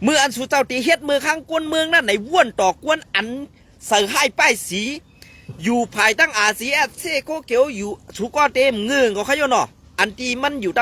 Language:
Shan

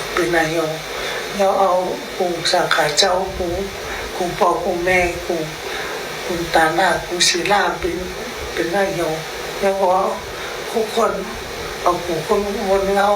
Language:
Shan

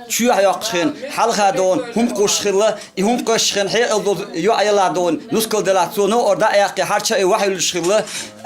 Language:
Chechen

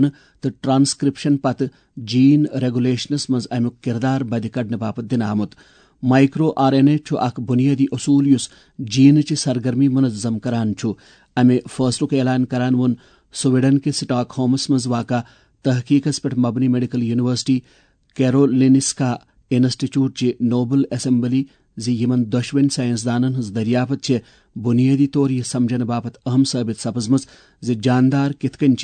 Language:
Kashmiri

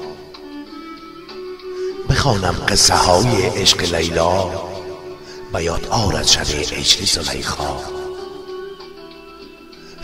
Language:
Persian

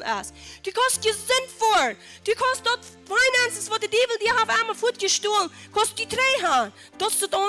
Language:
Plautdietsch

